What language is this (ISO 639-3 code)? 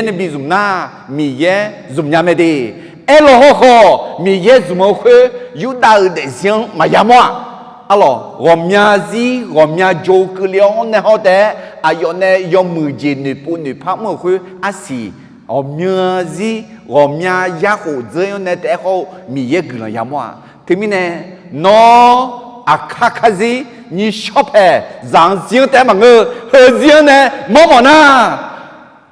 ahk